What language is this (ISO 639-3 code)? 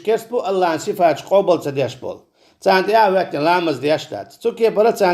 che